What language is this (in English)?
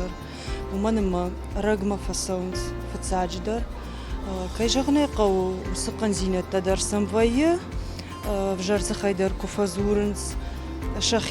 Ossetic